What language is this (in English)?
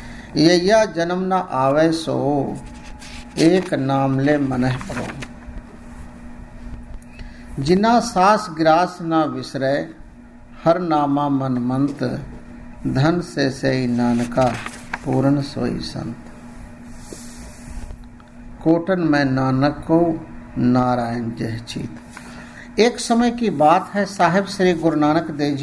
Hindi